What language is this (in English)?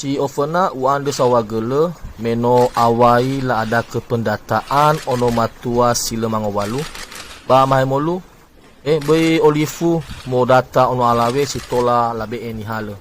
Nias